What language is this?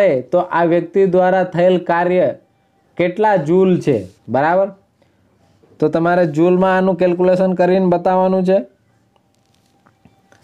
Gujarati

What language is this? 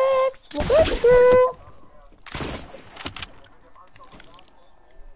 German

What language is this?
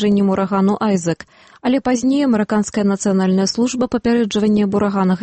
Belarusian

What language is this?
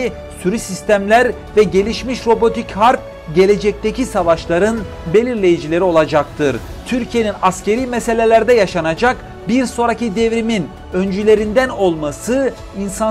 Turkish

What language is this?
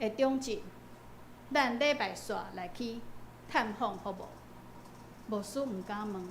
Min Nan Chinese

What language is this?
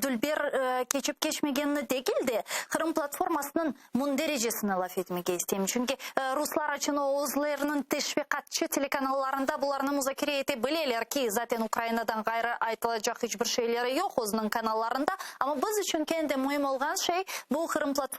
Crimean Tatar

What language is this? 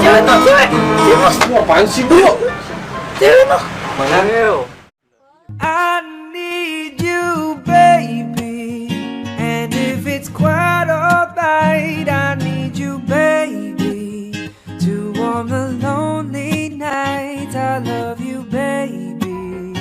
Betawi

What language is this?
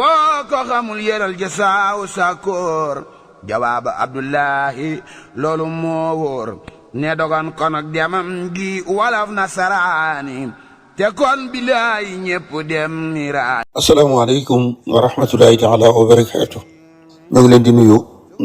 Wolof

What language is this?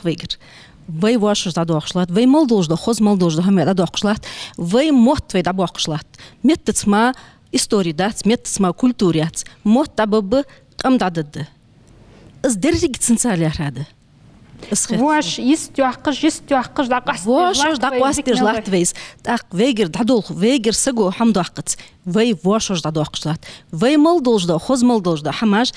Ingush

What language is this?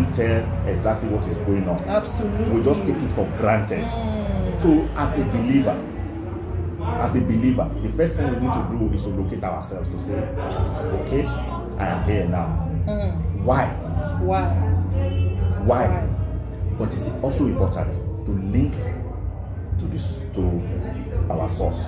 English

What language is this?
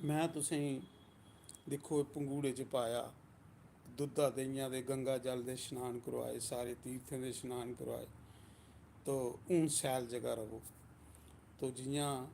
Dogri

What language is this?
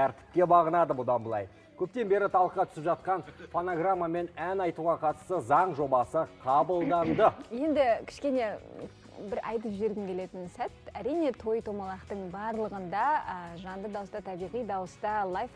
Kazakh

